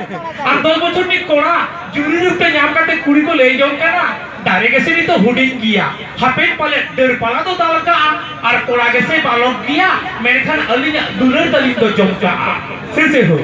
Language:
Santali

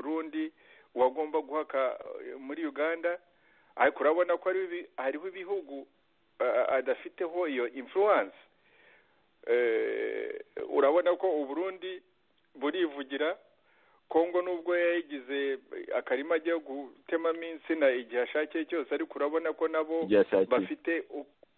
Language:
Kinyarwanda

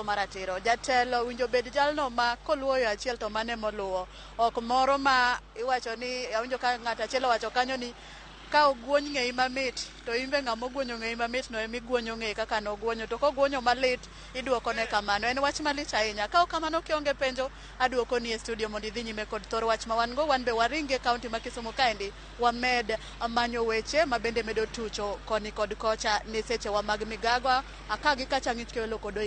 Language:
Luo (Kenya and Tanzania)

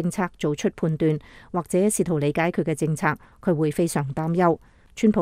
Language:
Cantonese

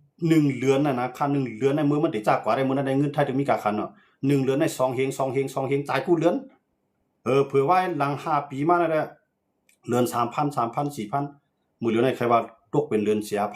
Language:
Shan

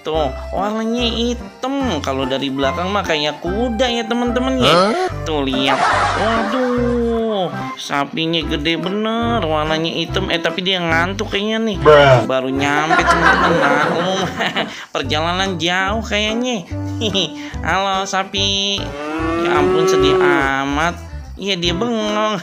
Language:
Betawi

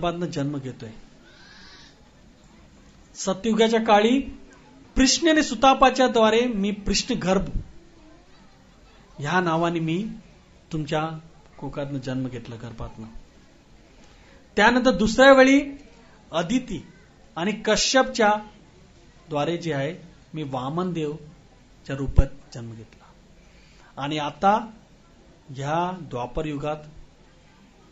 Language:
Marathi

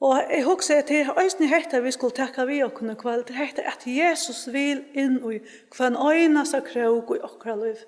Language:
Faroese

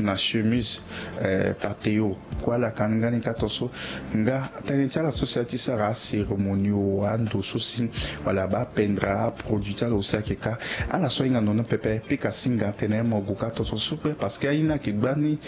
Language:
Sango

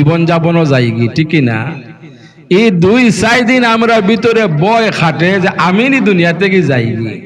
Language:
Sylheti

